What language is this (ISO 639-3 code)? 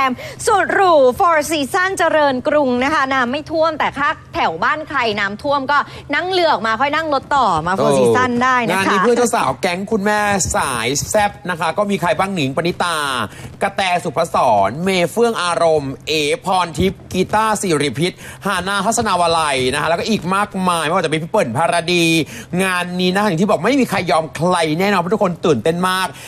tha